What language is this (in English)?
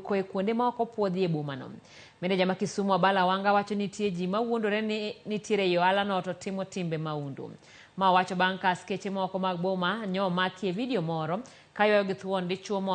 Luo (Kenya and Tanzania)